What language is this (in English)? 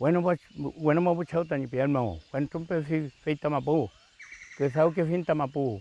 Mapuche